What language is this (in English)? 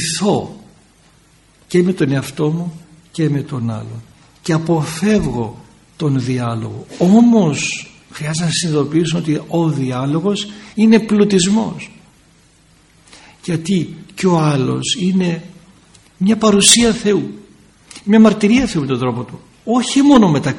Greek